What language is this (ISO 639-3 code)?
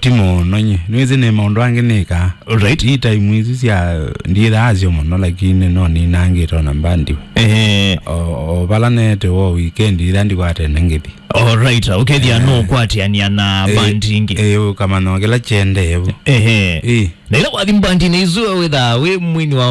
kam